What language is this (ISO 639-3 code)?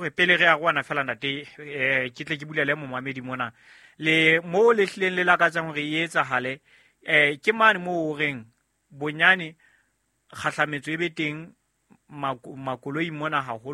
sot